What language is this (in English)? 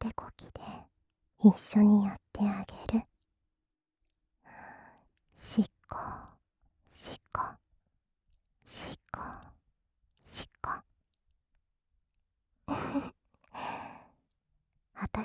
Japanese